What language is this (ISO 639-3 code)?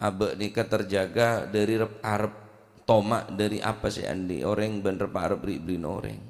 mad